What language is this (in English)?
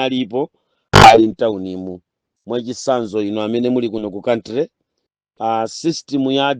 Nyanja